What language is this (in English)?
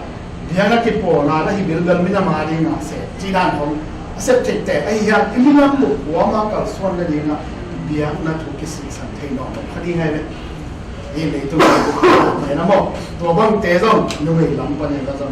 Tedim Chin